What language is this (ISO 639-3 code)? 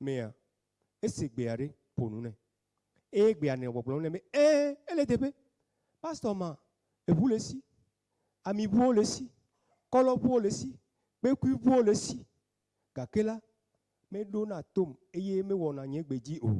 ewe